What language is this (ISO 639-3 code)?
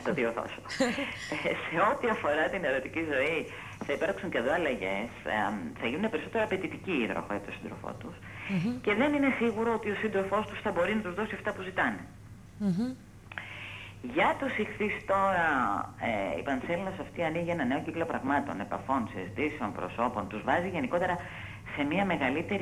ell